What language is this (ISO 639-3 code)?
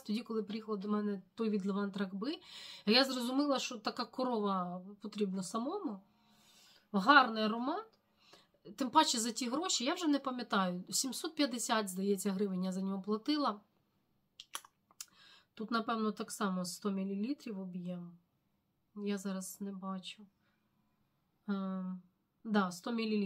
ukr